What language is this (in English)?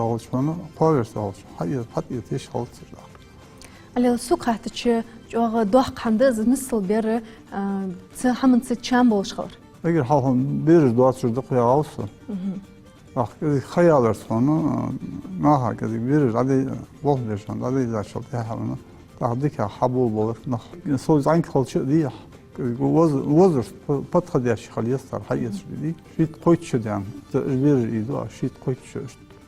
Ingush